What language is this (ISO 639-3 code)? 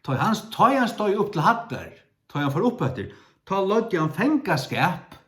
fao